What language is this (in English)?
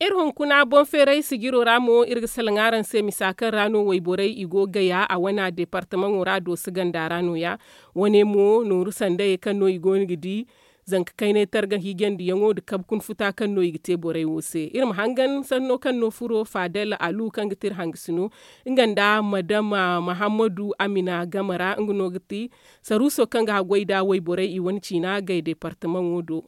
Zarma